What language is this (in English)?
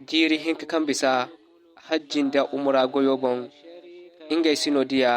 Zarma